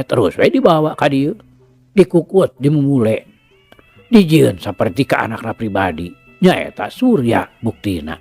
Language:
Sundanese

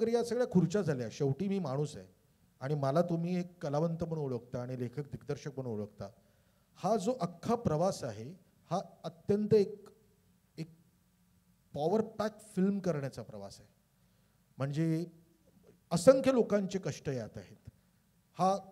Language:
Marathi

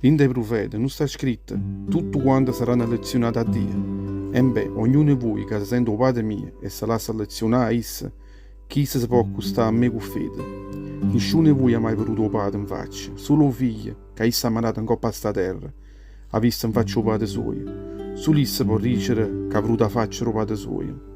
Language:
Neapolitan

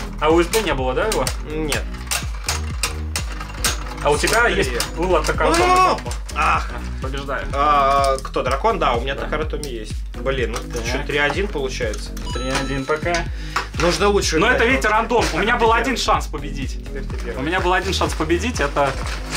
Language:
Russian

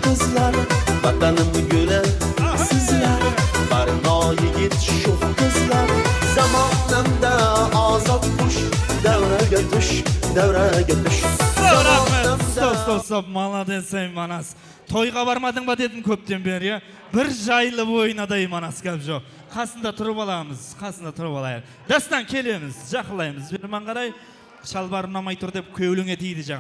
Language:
Kara-Kalpak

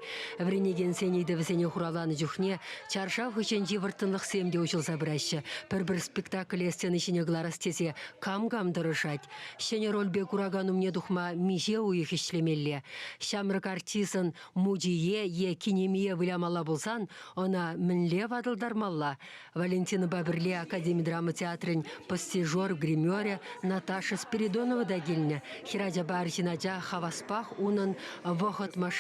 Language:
Chuvash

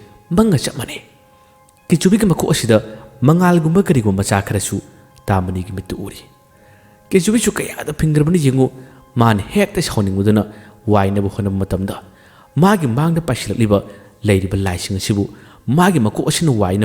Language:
Manipuri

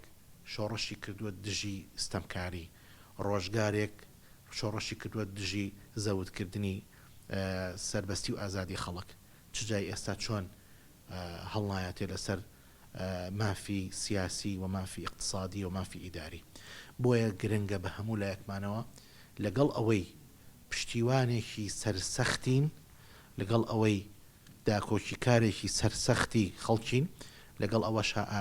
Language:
Central Kurdish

